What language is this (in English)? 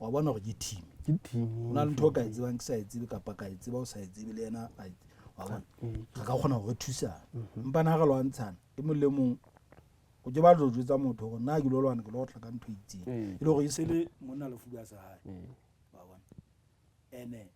Southern Sotho